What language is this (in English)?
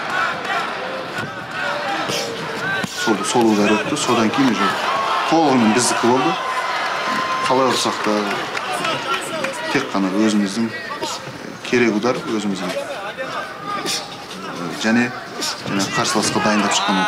Kazakh